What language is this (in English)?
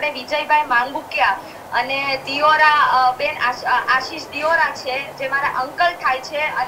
Gujarati